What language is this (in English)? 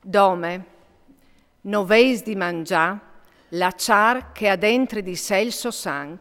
Friulian